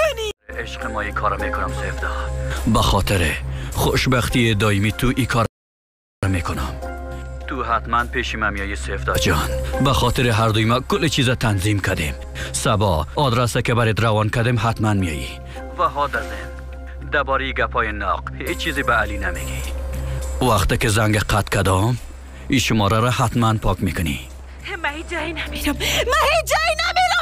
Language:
Persian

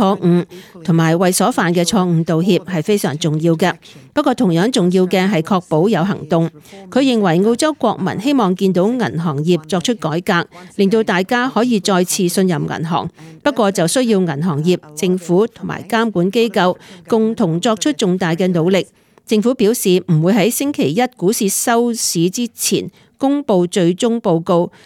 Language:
Cantonese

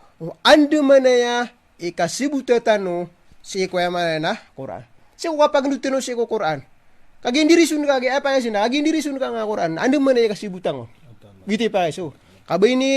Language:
Maranao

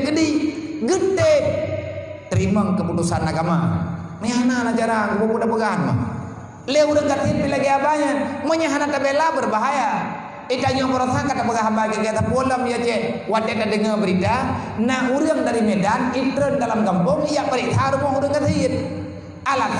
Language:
Achinese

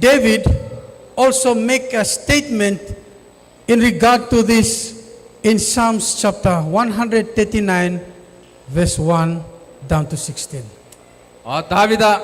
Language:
Gilbertese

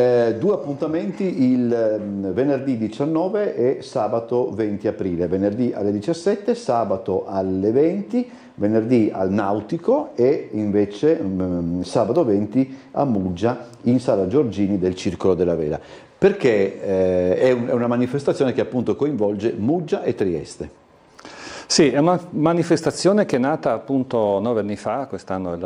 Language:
Italian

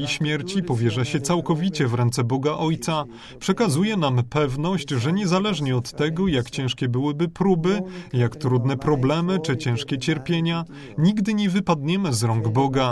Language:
Polish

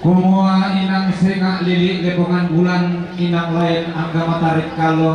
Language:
Toraja-Sa'dan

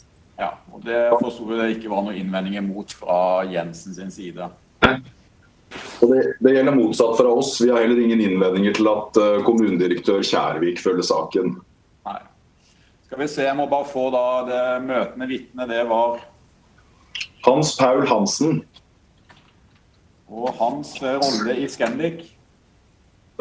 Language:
Norwegian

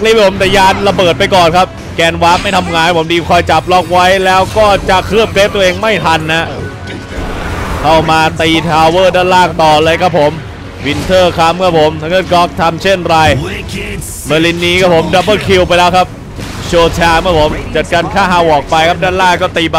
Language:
Thai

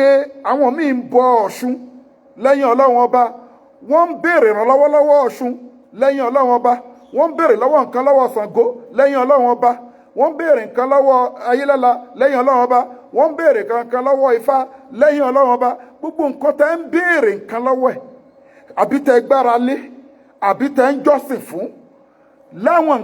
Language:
Yoruba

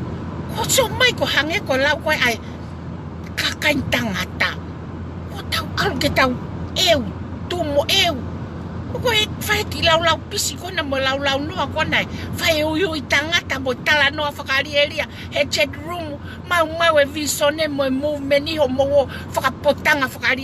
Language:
Tongan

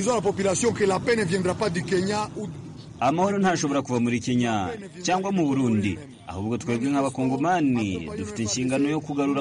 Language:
Kinyarwanda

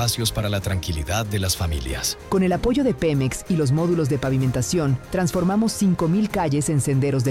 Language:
Spanish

